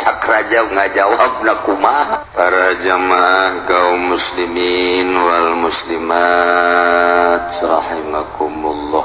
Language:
Sundanese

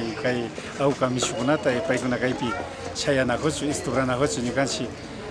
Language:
Imbabura Highland Quichua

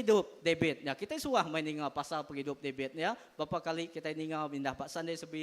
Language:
Iban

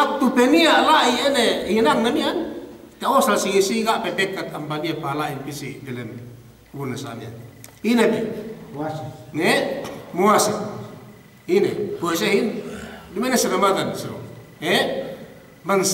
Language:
Yakan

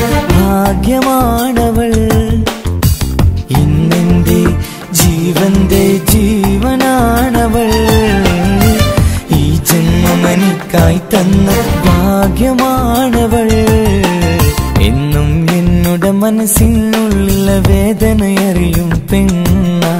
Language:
Malayalam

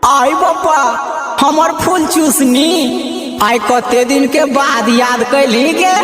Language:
Magahi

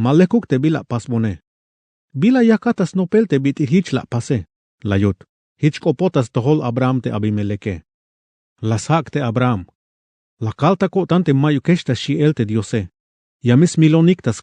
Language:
Tzeltal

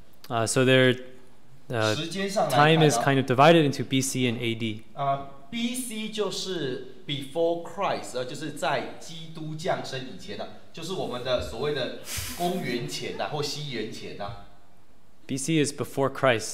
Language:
Chinese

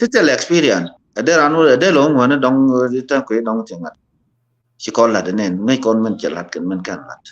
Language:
Nuer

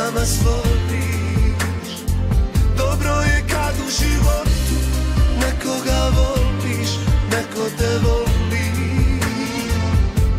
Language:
Croatian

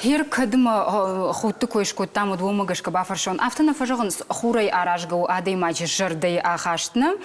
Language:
Ossetic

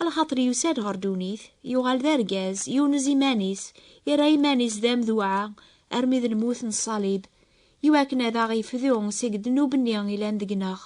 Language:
Kabyle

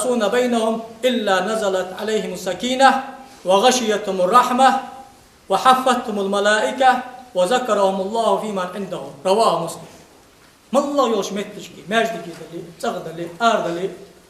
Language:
Ingush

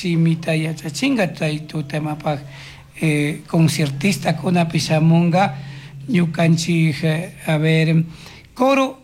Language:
Chimborazo Highland Quichua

